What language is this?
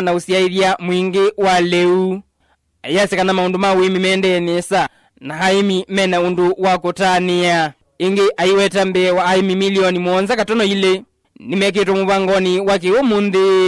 Kamba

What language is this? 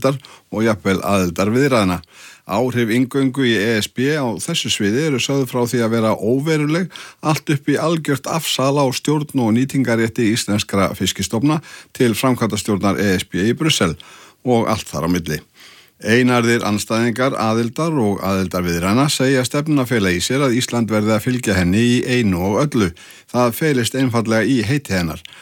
Icelandic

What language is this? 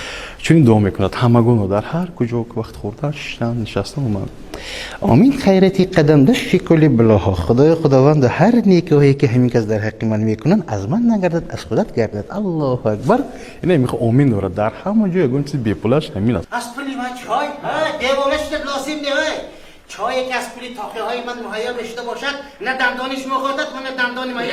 Tajik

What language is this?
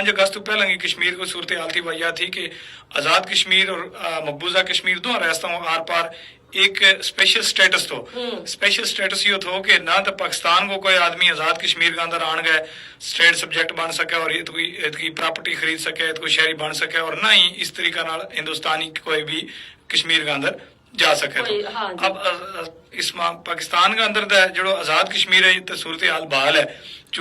Gujari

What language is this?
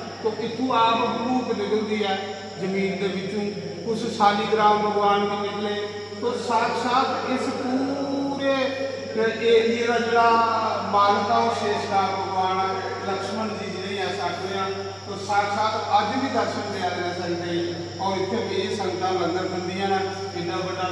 Dogri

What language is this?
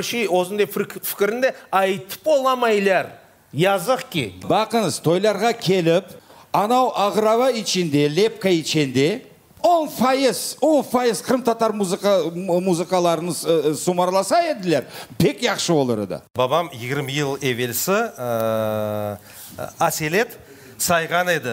Crimean Tatar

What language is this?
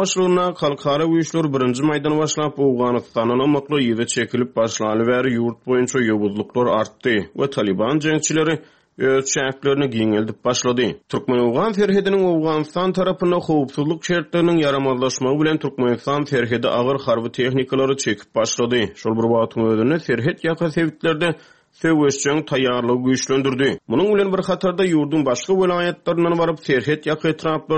Turkmen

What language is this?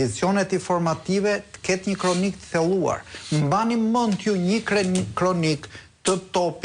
Albanian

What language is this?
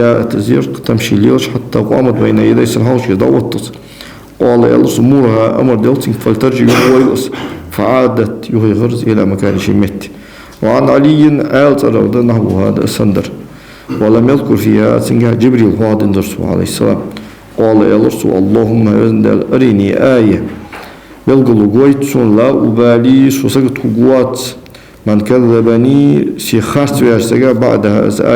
Ingush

